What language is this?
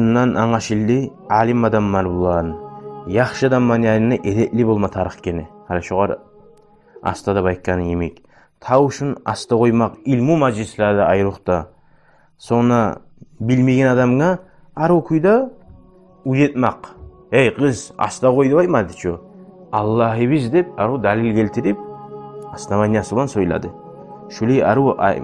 Kumyk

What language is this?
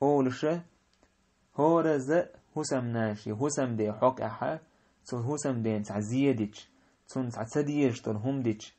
Chechen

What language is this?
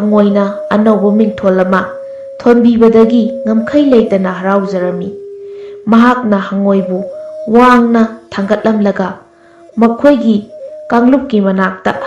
Manipuri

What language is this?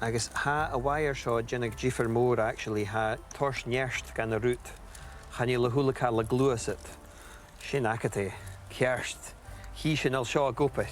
Scottish Gaelic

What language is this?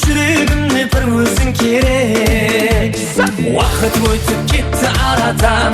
Kara-Kalpak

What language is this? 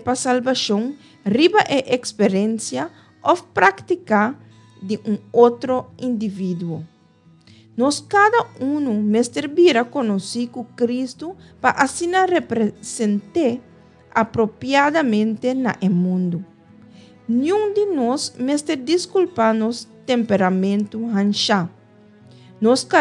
Papiamento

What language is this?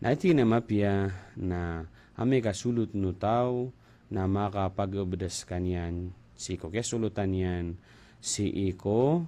Maranao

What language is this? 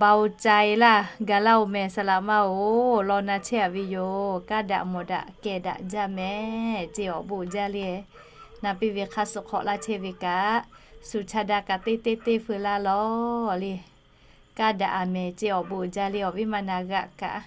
Lahu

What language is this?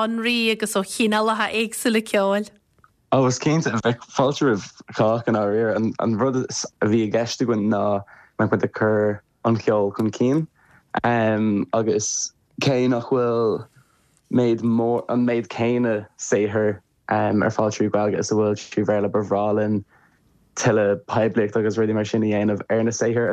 Irish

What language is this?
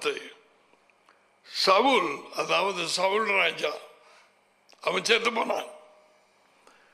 Tamil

